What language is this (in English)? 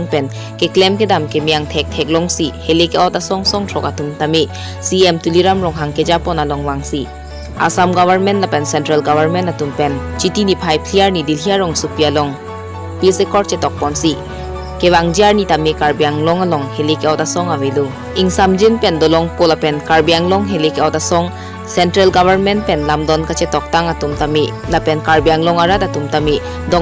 Karbi